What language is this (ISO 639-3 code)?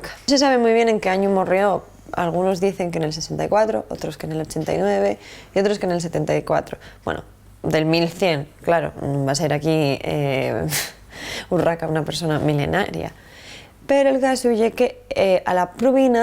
ast